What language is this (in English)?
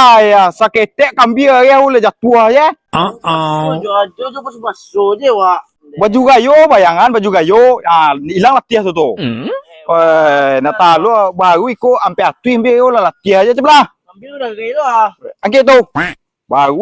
Minangkabau